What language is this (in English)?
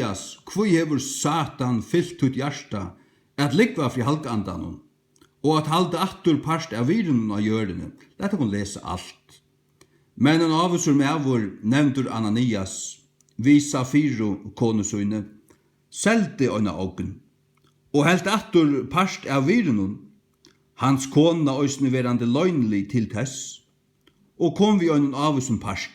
Faroese